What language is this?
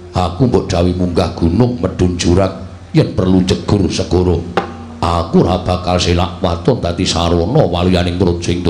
Javanese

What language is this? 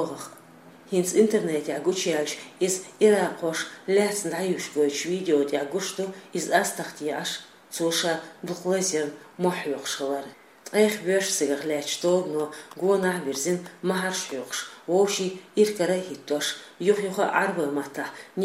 Chechen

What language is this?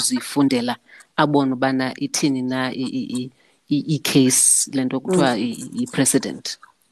Xhosa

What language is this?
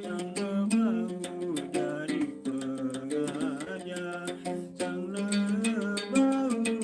Sasak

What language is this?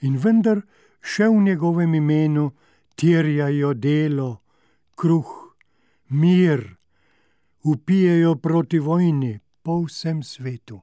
Slovenian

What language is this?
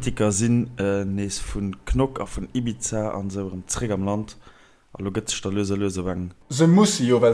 Luxembourgish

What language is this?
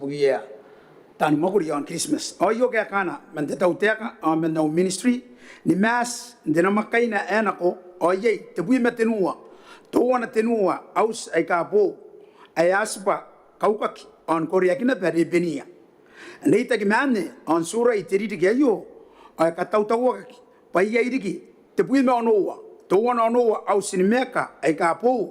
Gilbertese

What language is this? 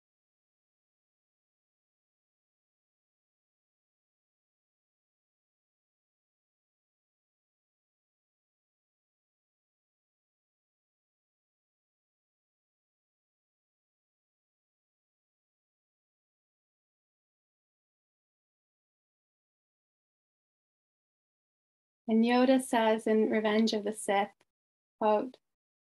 English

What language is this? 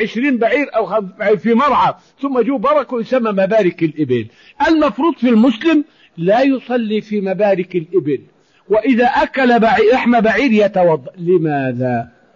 Arabic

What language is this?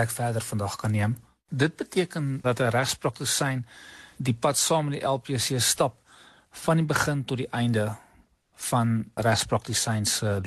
Afrikaans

